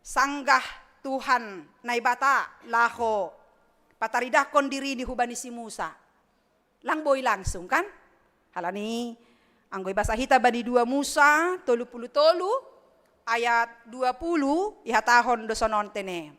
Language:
Batak Simalungun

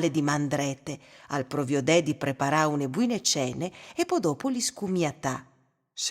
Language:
Friulian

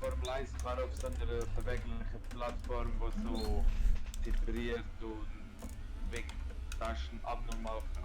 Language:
Swiss German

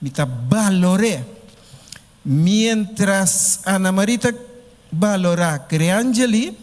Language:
Papiamento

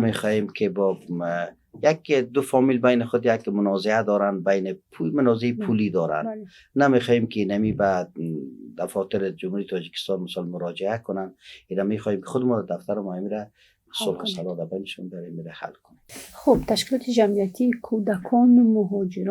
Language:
Tajik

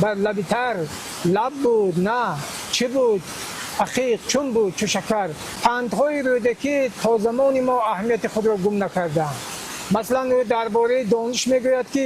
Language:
Tajik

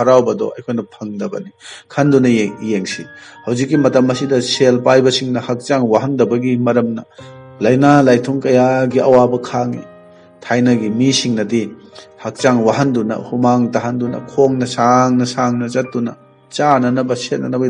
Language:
Manipuri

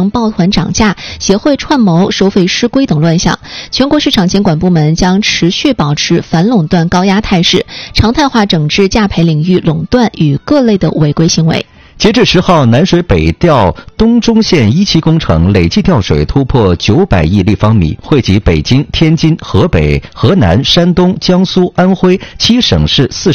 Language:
Chinese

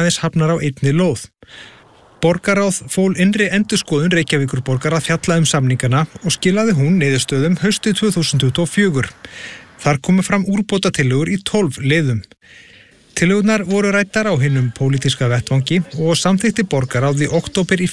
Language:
Icelandic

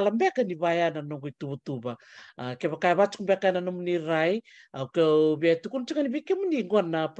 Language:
Fijian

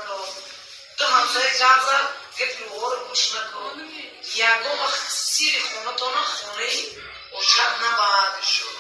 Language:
Tajik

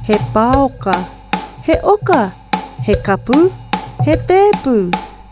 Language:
Māori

